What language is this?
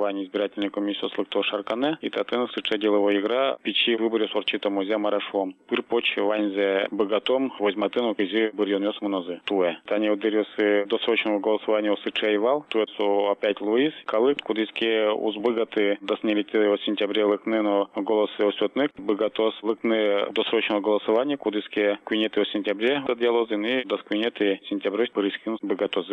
Udmurt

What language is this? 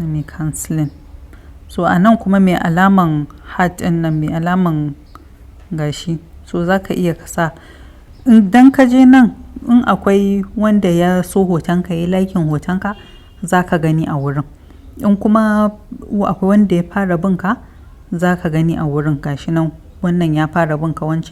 Hausa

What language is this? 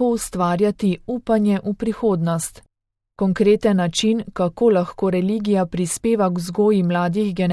Slovenian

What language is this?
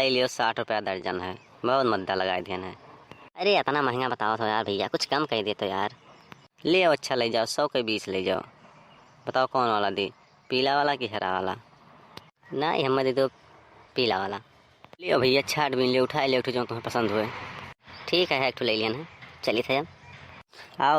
Awadhi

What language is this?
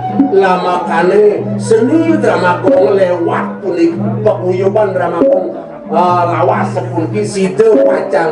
Balinese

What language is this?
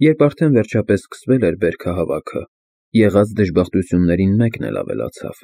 Armenian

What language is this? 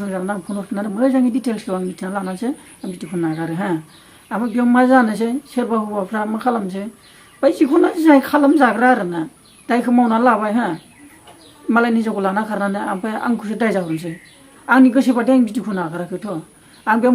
Bodo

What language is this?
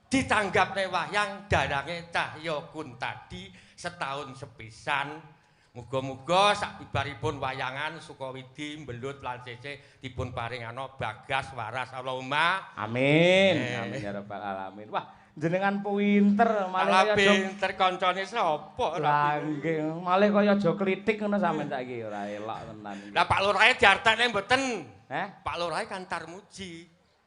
Javanese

